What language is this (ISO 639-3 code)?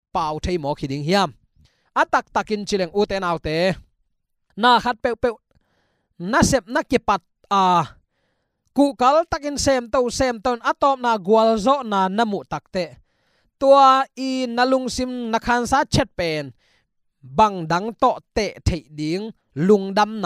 ctd